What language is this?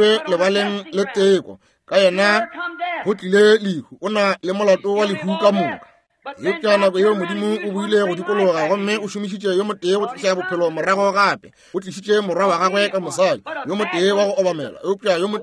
Northern Sotho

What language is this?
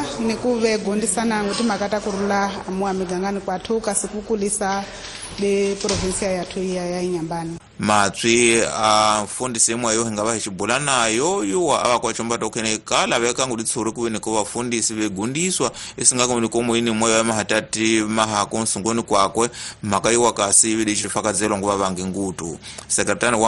Tsonga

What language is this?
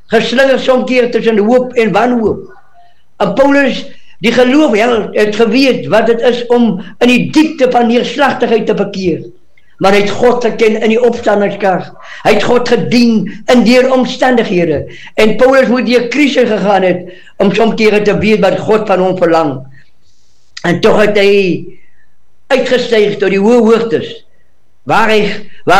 Afrikaans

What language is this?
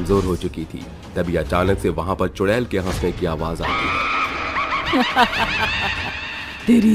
Hindi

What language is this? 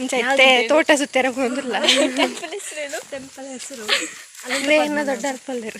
Tulu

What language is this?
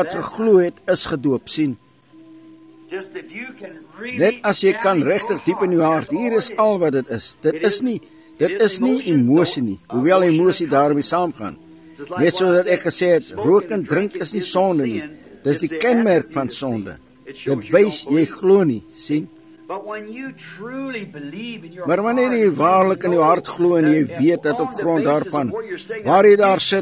Afrikaans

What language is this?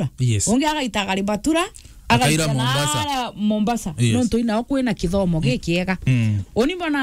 Meru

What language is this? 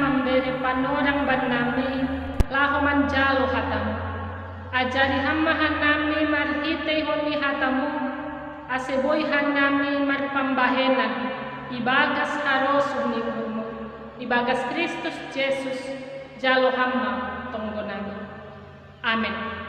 Batak Simalungun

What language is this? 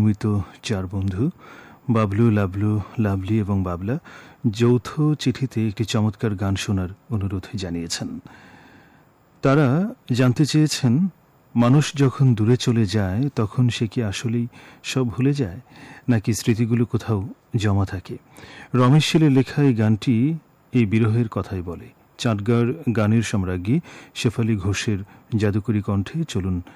Bangla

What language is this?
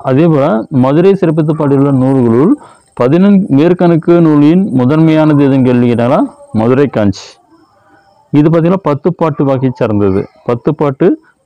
Tamil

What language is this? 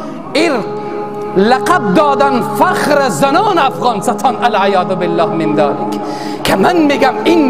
Persian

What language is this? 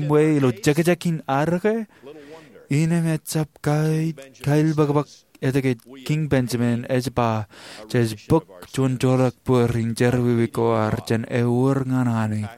Marshallese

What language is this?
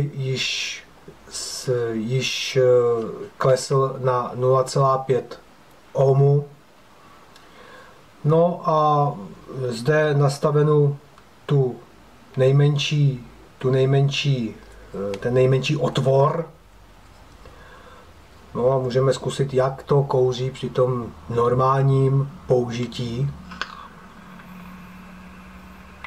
Czech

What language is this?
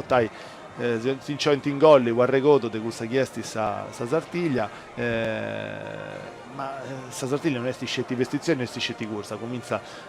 Sardinian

